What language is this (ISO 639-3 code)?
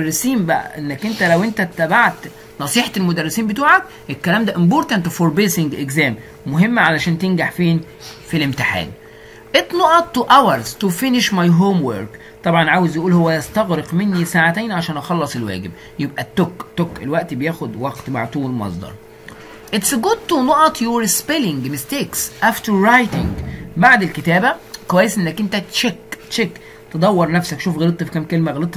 arz